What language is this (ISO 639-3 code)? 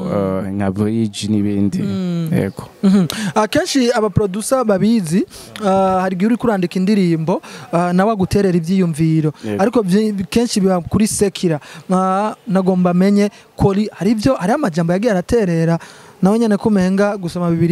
run